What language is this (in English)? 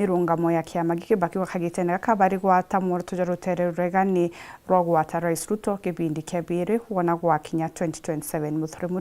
Meru